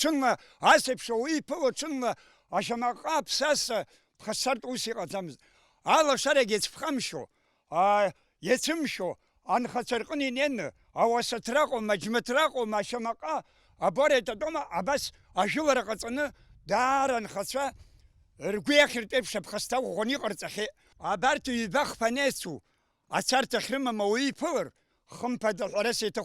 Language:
Abkhazian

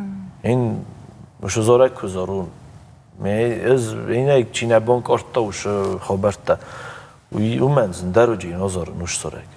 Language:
Ossetic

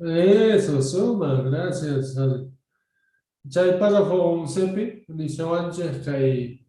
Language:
Quechua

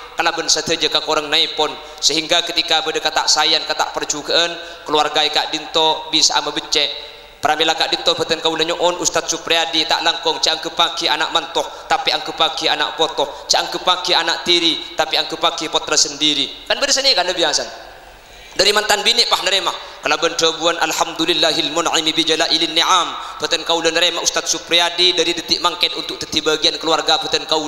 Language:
Madurese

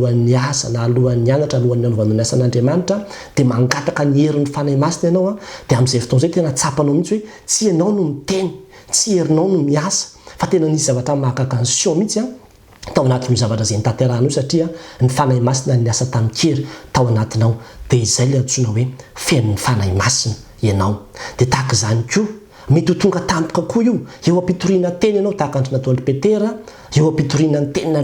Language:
Malagasy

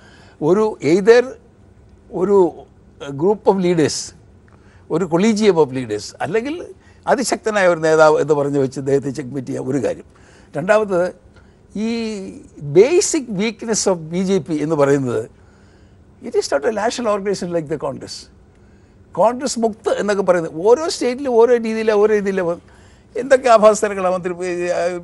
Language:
Malayalam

